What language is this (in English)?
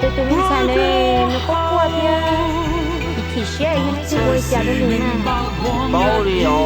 Hmong